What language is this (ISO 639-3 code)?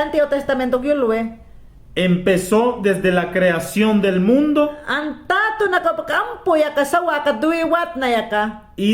yan